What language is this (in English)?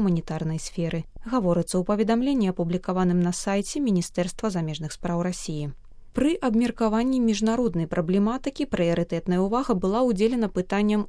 Belarusian